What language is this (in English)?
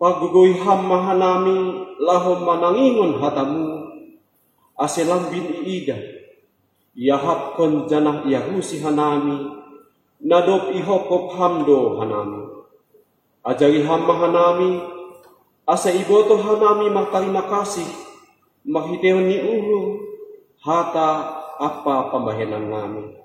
Batak Simalungun